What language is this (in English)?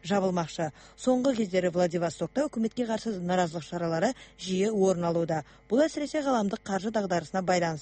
Kazakh